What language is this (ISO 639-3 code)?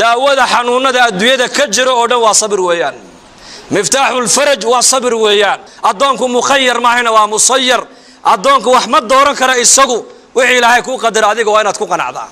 som